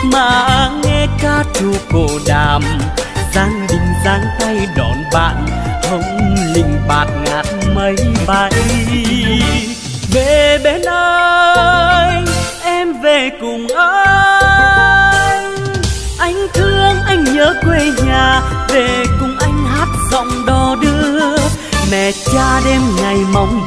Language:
Vietnamese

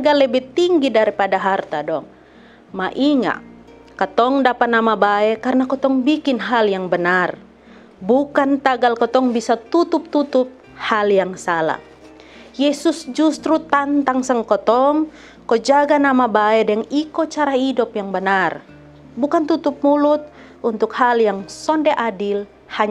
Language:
Kupang Malay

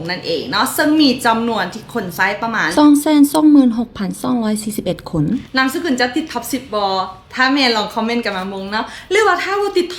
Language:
Lao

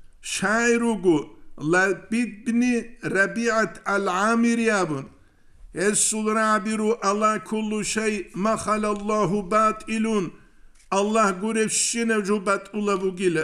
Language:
Avaric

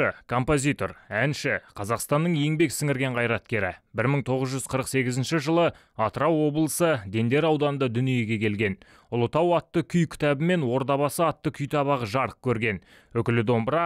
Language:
Kazakh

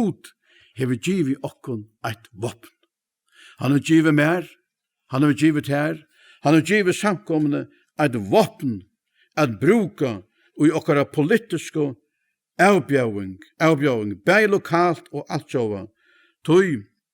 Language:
Faroese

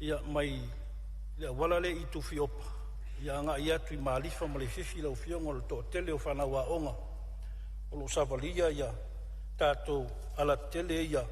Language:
Samoan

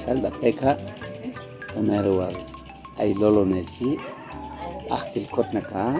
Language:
Chuj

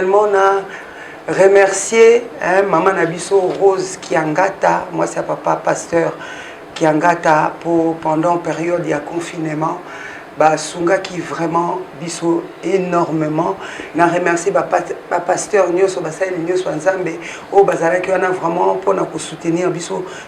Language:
Lingala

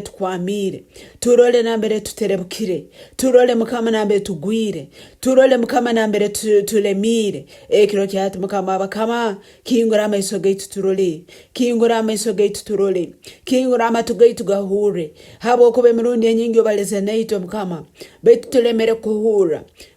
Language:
Nyoro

